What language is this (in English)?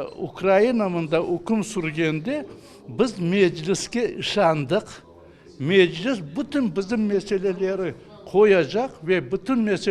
Crimean Tatar